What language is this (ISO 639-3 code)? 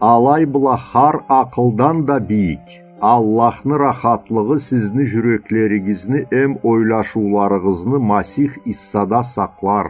krc